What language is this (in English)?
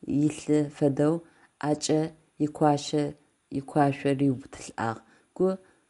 Adyghe